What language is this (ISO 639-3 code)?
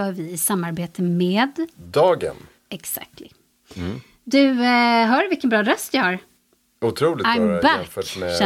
swe